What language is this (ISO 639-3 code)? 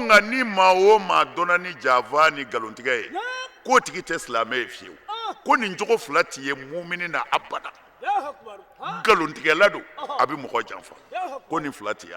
bam